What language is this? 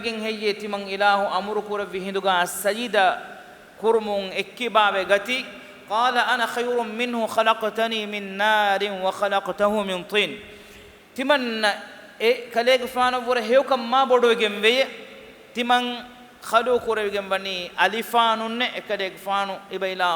Divehi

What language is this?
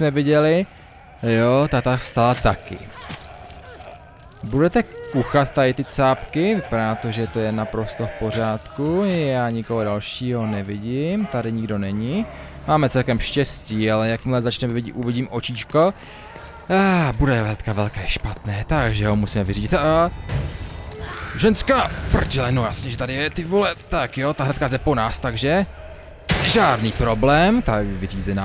Czech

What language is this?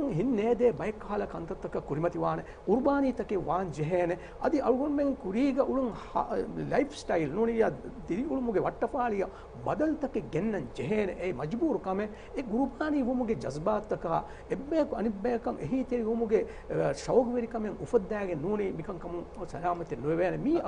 Divehi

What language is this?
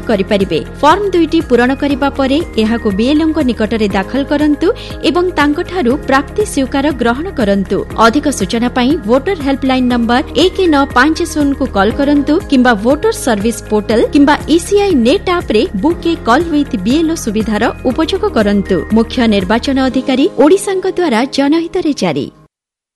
Odia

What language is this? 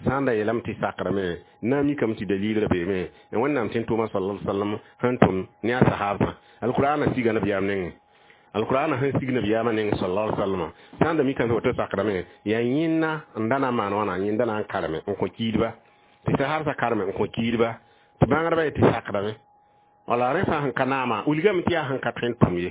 Mossi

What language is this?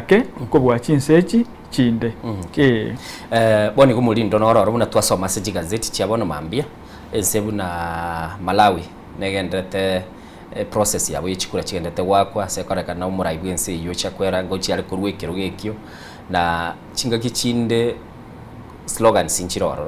Gusii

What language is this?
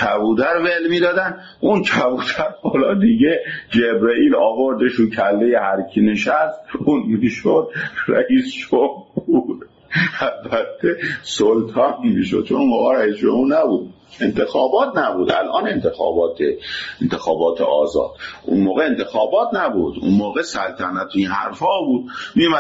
Persian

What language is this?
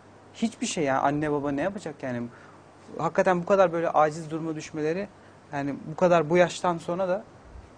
Turkish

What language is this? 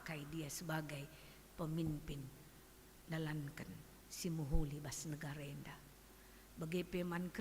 Batak Karo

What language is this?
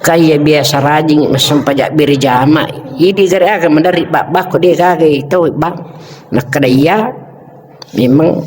Buginese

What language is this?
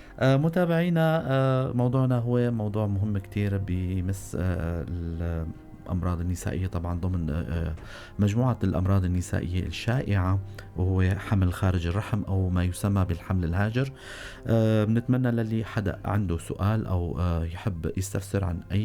North Levantine Arabic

